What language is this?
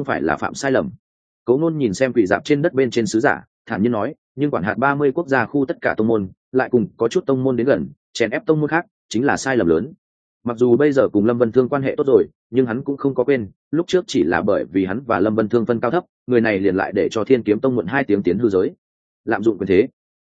Vietnamese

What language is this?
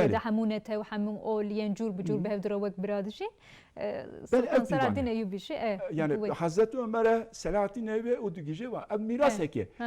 Kurdish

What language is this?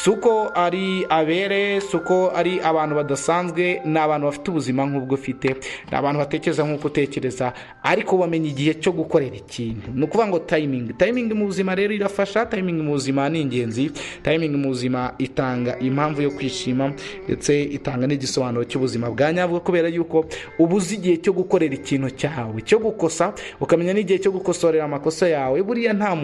Kinyarwanda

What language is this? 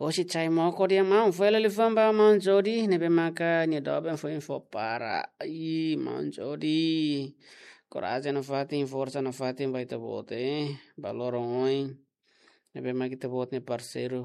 Tetum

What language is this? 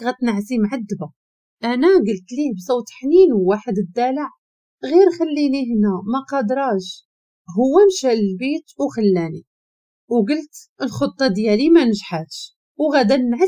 Moroccan Arabic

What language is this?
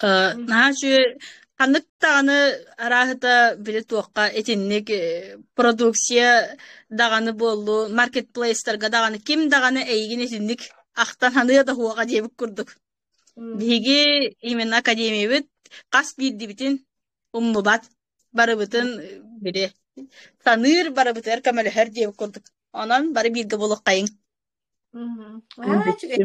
Yakut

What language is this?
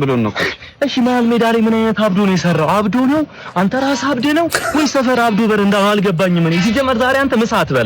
Amharic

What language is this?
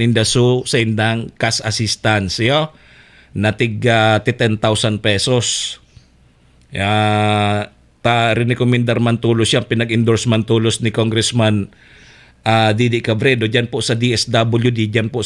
Bikol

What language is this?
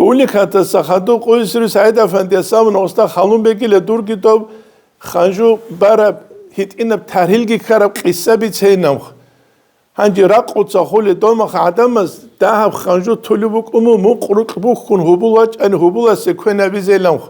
Avaric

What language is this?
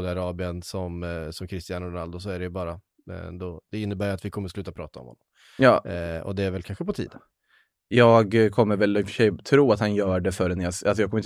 Swedish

